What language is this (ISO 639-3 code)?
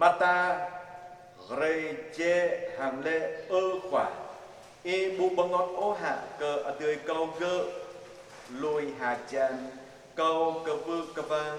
jra